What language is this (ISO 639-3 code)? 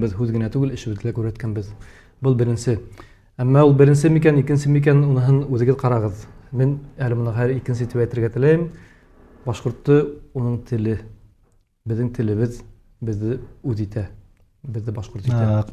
bak